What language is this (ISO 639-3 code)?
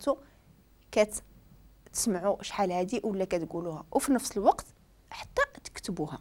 ary